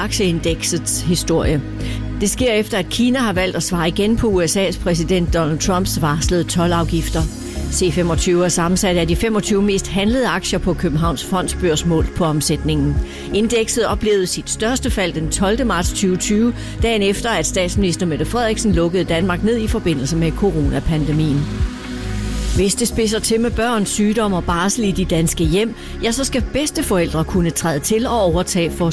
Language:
Danish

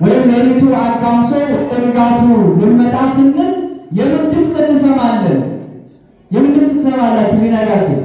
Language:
Amharic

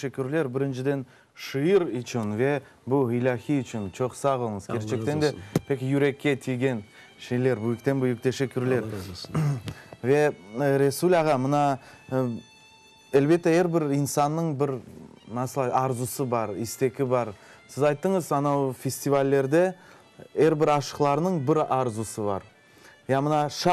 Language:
Crimean Tatar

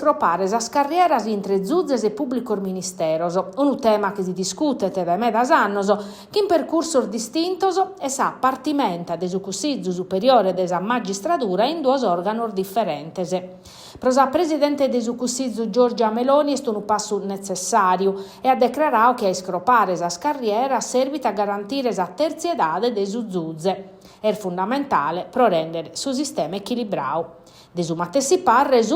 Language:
Sardinian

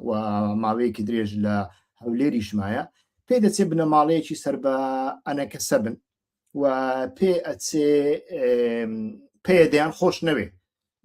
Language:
Central Kurdish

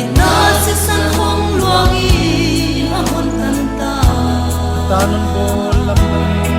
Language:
Paite Chin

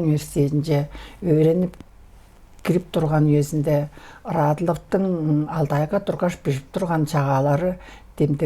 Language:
Tuvinian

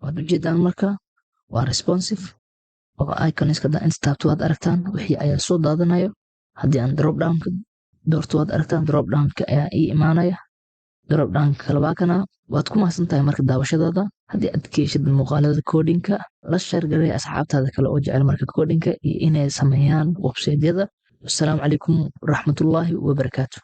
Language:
Somali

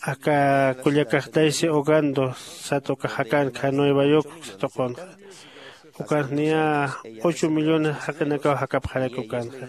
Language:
Aymara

